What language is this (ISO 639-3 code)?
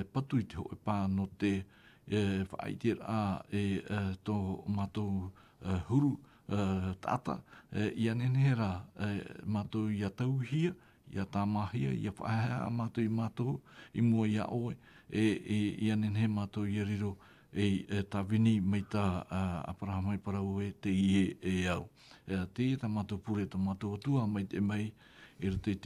tah